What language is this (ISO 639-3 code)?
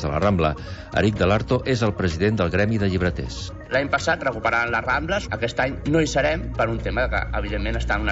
cat